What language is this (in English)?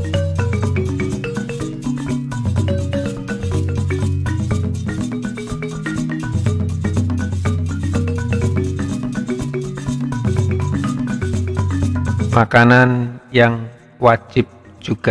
Indonesian